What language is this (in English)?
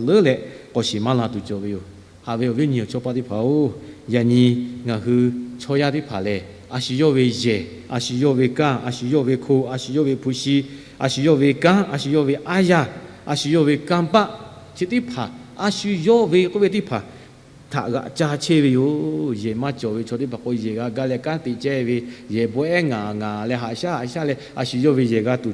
Lahu